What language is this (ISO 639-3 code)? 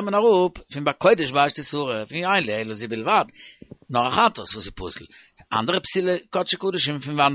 yid